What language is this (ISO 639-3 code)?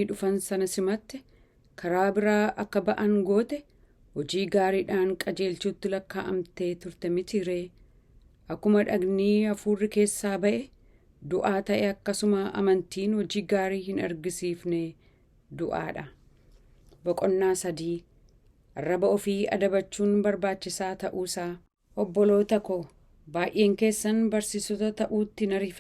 orm